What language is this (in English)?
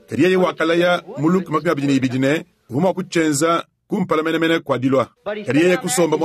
Luba-Lulua